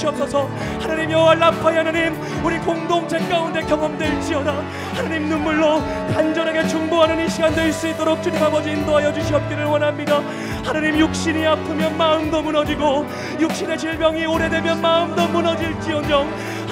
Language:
Korean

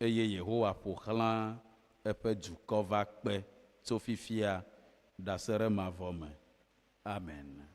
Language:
Ewe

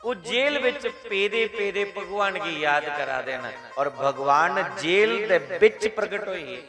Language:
Dogri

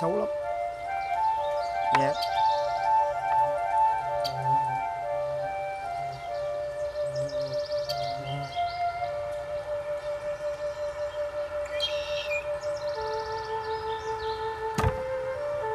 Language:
Vietnamese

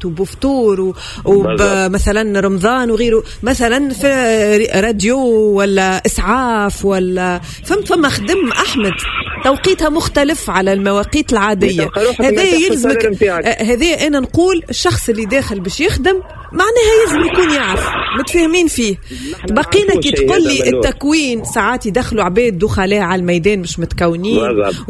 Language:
Tunisian Arabic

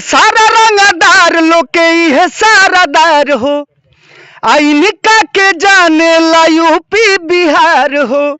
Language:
Bhojpuri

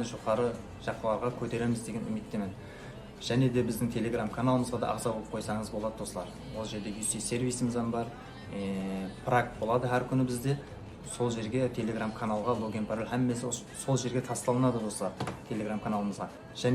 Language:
Kara-Kalpak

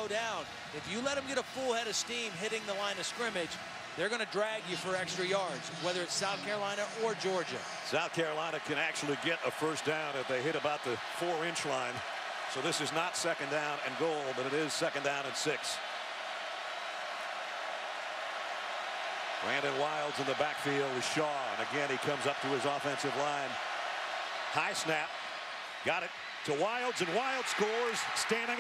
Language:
English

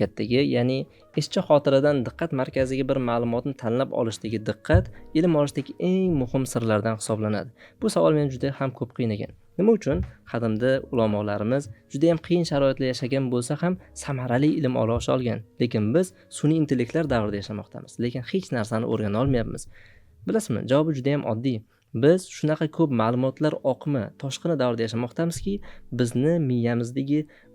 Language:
Uzbek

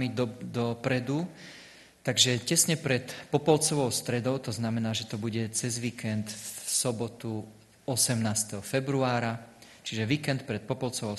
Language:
Slovak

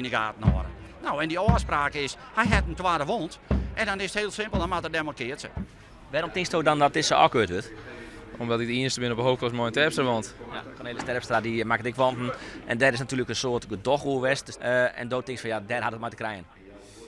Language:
Western Frisian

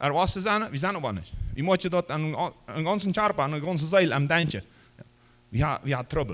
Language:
Plautdietsch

